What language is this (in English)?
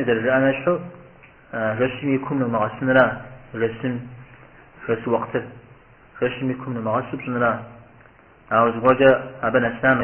Kabardian